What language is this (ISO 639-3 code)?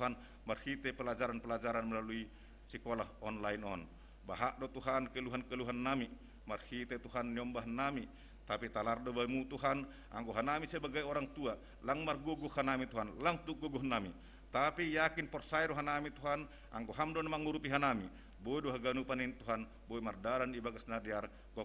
bts